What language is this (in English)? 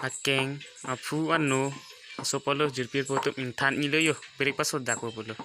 Karbi